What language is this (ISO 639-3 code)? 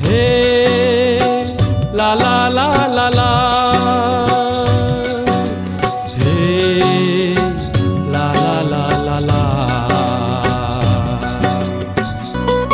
ben